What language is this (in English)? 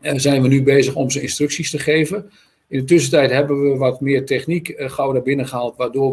Dutch